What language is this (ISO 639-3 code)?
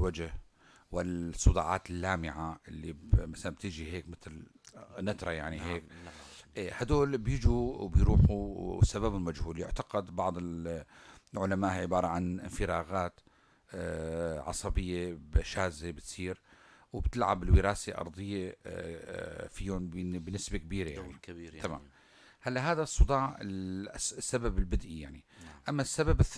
apc